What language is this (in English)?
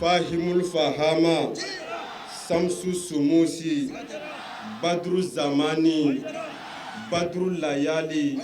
Bambara